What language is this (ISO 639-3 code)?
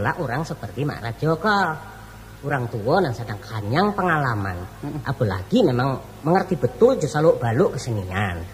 min